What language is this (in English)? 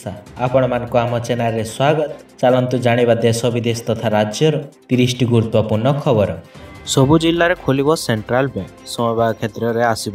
Odia